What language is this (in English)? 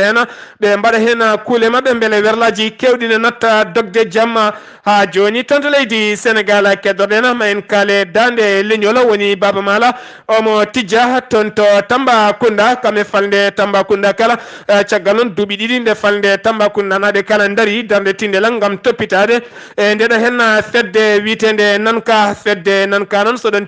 Fula